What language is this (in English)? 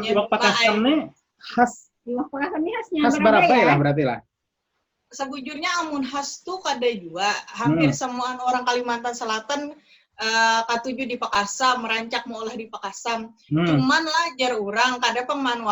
Banjar